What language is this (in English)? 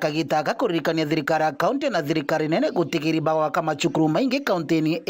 Meru